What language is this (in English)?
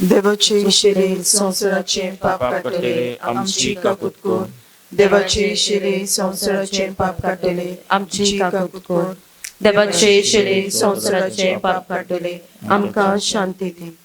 Konkani